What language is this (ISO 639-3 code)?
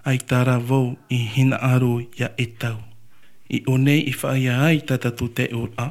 tah